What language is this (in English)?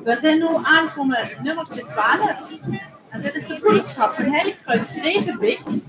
Limburgish